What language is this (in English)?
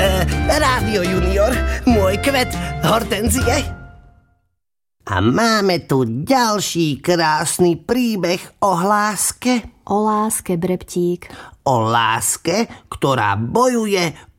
Slovak